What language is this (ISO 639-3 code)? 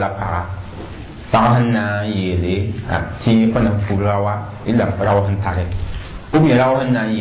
mos